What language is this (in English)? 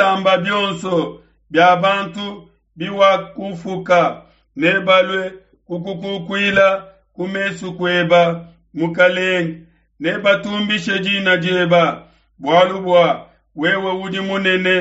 Luba-Lulua